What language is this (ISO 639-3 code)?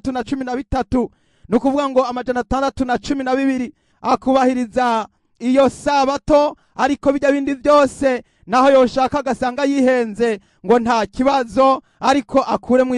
run